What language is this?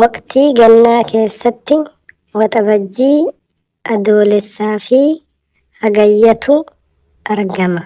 Oromo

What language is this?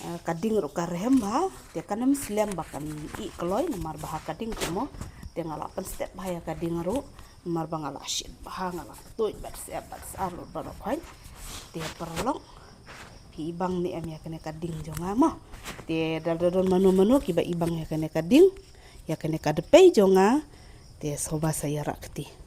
Khasi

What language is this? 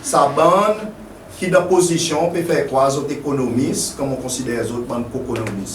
Seselwa Creole French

